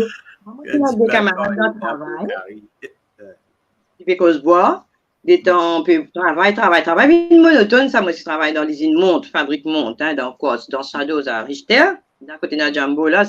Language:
Morisyen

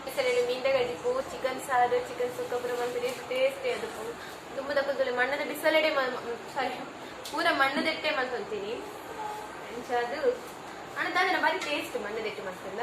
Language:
Tulu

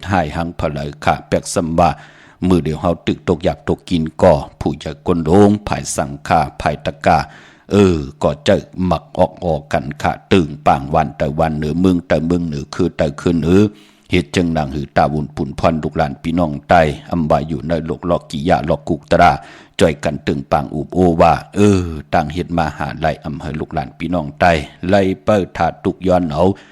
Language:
Shan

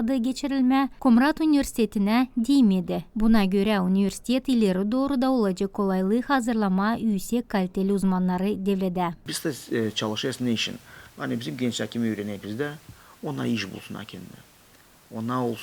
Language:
Gagauz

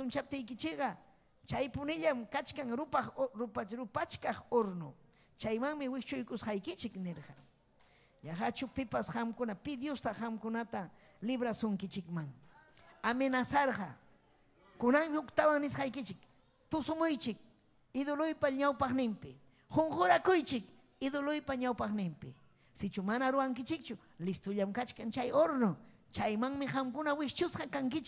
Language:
Ayacucho Quechua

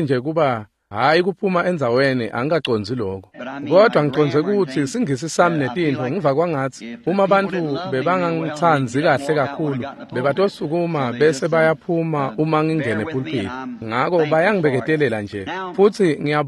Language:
Swati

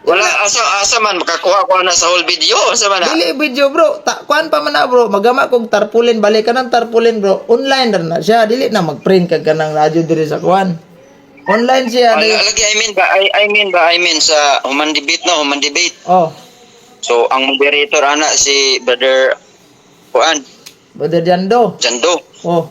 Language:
Cebuano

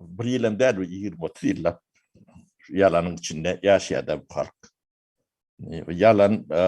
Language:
Turkmen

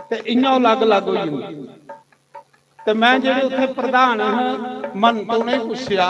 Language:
Dogri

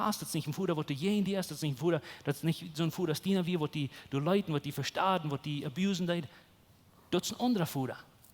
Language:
Plautdietsch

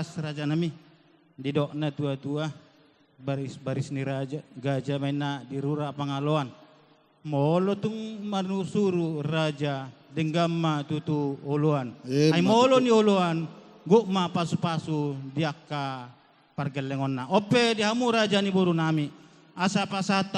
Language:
Batak Toba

